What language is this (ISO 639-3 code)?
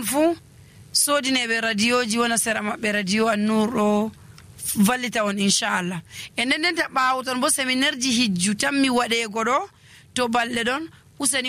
fuv